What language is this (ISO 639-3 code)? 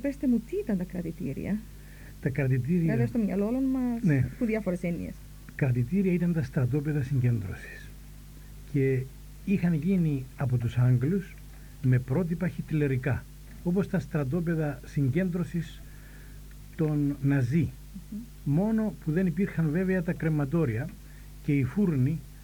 ell